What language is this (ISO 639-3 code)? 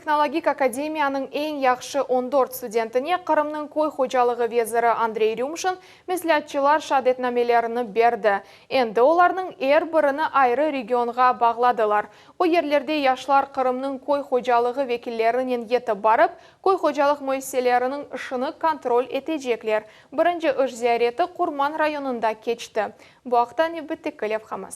crh